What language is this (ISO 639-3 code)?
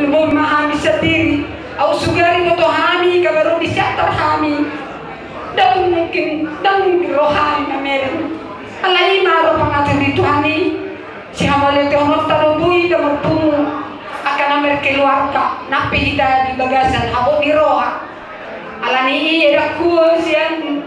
bbc